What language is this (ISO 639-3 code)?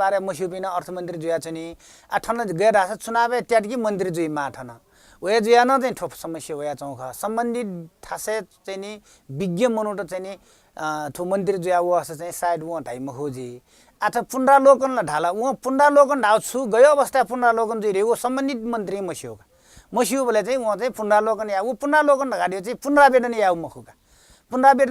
new